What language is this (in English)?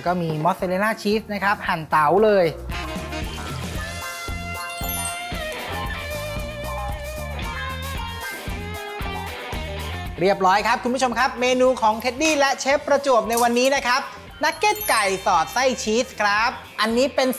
Thai